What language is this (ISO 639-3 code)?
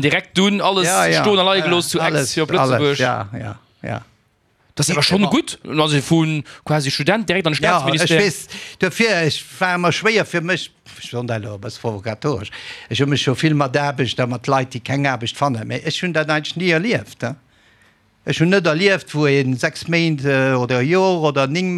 ltz